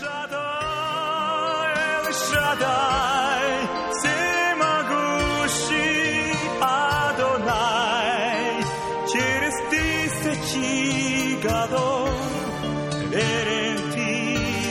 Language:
Russian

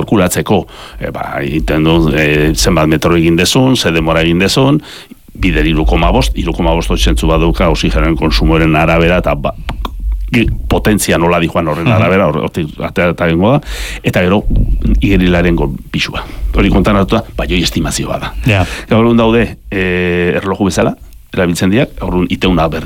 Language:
Basque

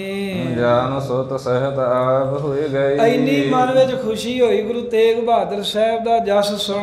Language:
Punjabi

